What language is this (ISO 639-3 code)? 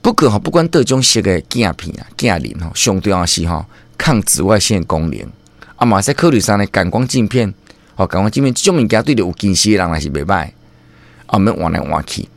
nan